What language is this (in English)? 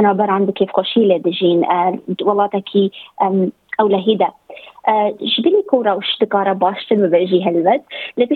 Kurdish